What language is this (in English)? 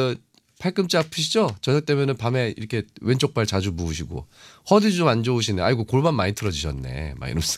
Korean